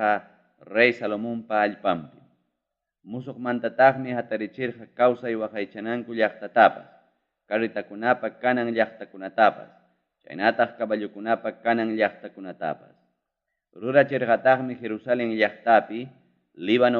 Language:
Ayacucho Quechua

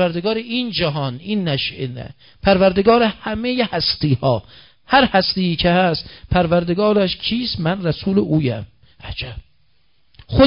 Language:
Persian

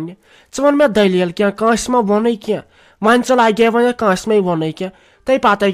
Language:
Kashmiri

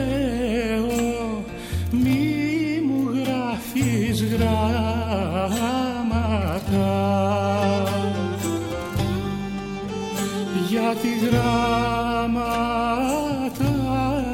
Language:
Greek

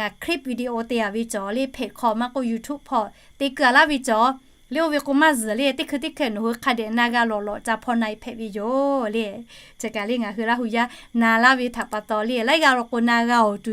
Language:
Lahu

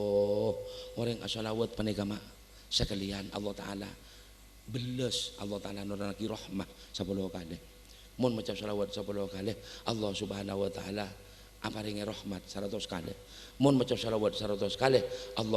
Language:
Madurese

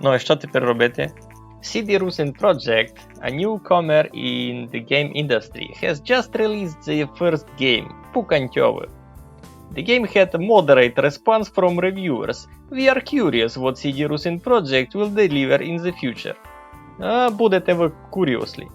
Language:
Rusyn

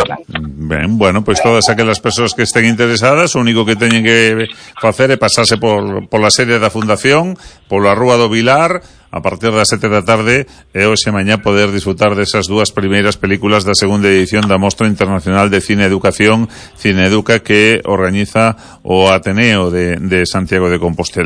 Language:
Galician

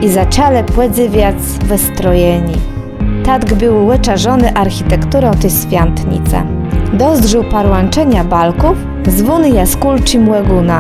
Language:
Kashubian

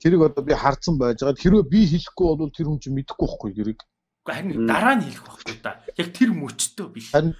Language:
Mongolian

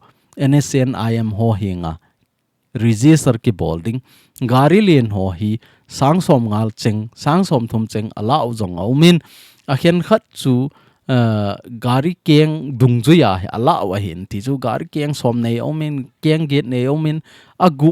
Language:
Thado Chin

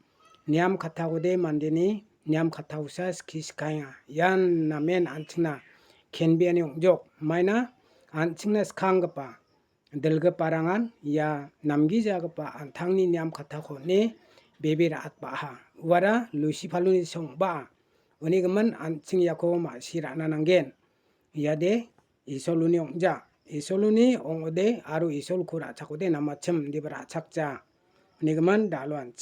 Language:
Garo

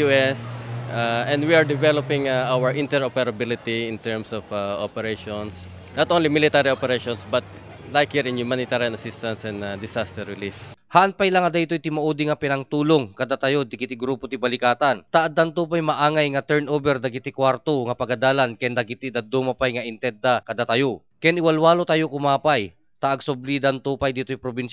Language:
Iloko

